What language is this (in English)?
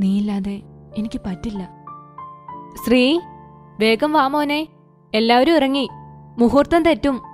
Malayalam